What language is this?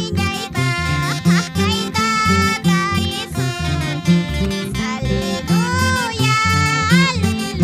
Quechua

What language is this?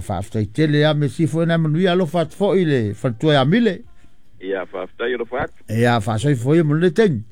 Samoan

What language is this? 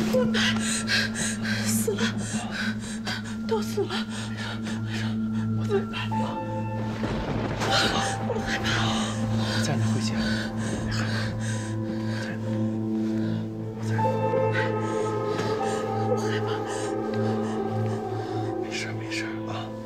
Chinese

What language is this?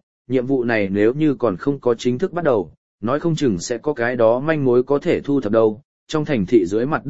Vietnamese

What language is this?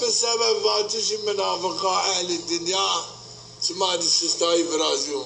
Zaza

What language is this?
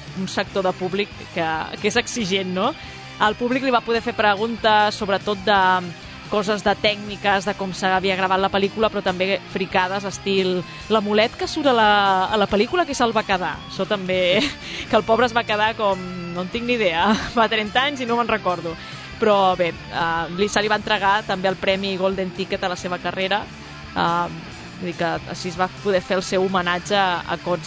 Catalan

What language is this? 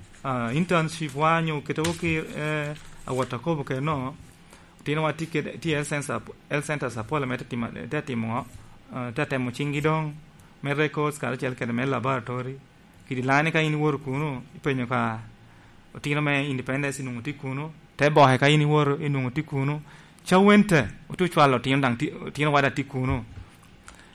Lango (Uganda)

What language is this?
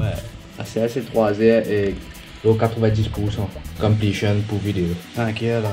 Morisyen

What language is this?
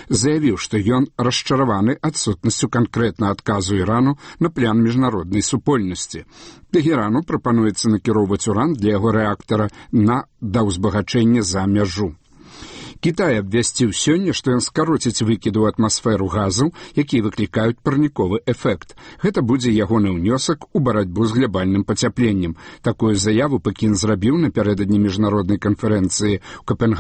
Belarusian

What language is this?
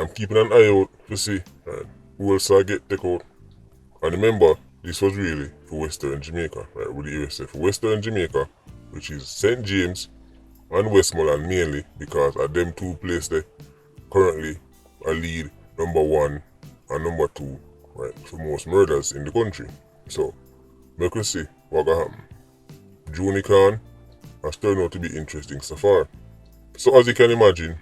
Jamaican Creole English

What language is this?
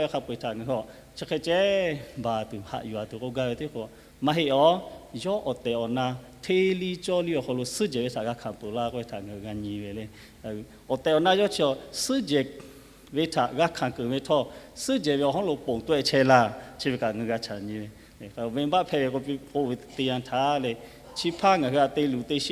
Lahu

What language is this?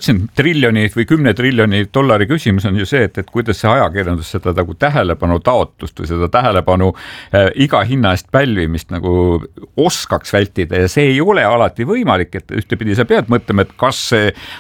Estonian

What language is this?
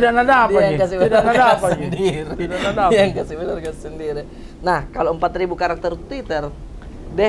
Makassar Malay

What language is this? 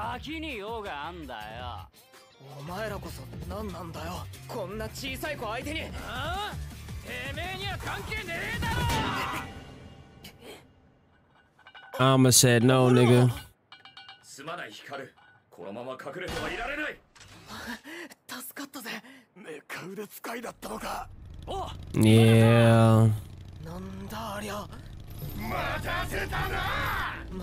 Japanese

